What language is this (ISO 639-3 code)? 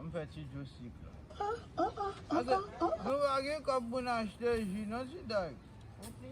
hat